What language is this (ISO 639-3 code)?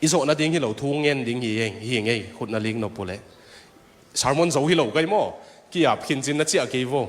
ctd